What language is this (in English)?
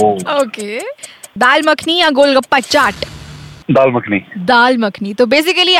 Hindi